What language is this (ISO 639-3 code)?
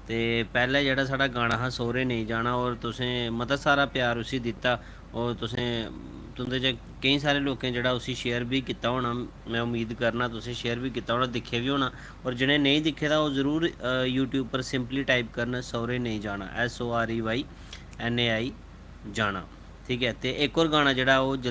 doi